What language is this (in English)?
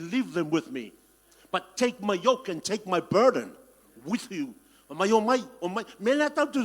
Samoan